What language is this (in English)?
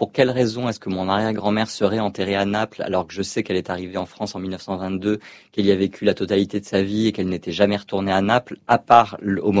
French